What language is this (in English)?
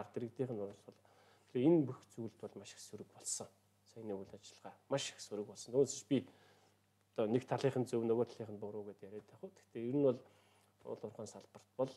Mongolian